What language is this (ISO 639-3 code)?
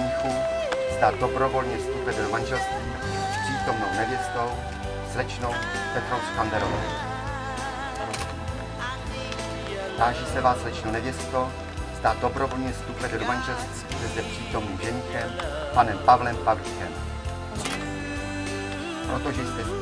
ces